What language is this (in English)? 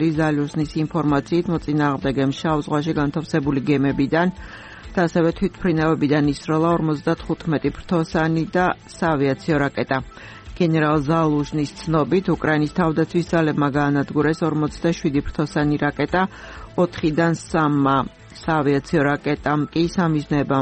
Georgian